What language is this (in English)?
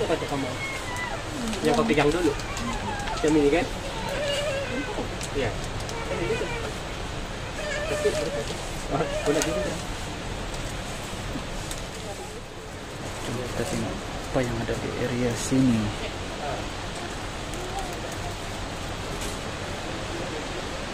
Malay